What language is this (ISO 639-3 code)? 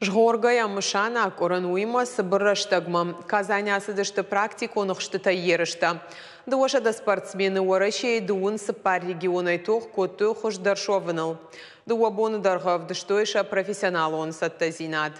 oss